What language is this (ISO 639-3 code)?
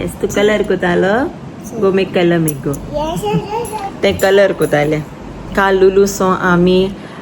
kok